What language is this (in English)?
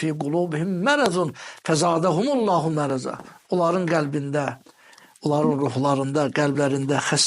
Azerbaijani